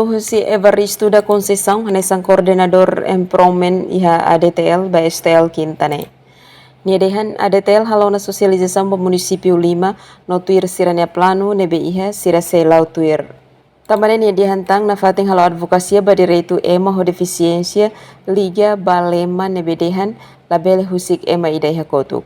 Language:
Tetum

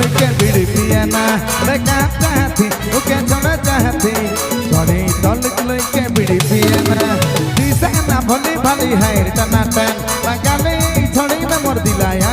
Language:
Sadri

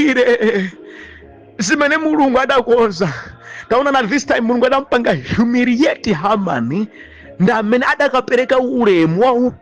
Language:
Nyanja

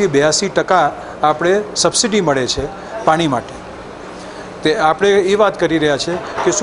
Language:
Gujarati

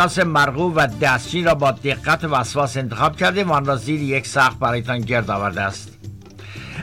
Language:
Persian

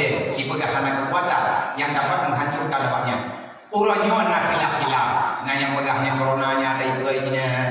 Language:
Achinese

